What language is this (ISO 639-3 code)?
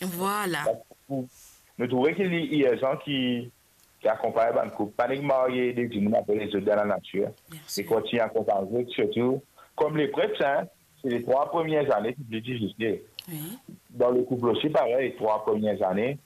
mfe